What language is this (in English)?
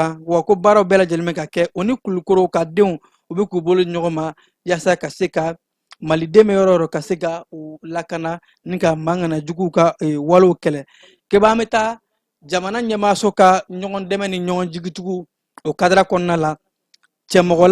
Bambara